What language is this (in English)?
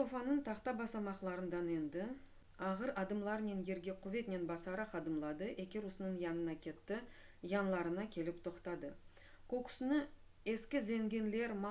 Crimean Tatar